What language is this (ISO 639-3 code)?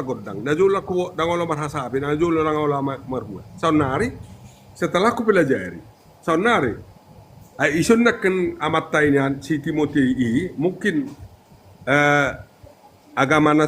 bbc